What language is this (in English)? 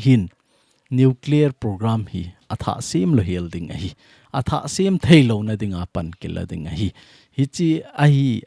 Thado Chin